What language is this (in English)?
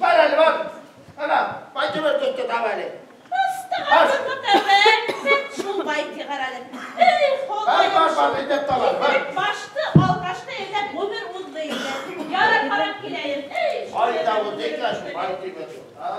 Bashkir